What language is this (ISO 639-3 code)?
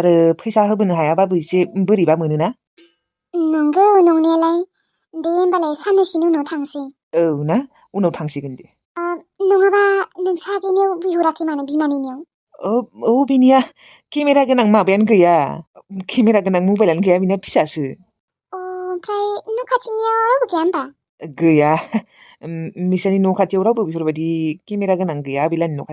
brx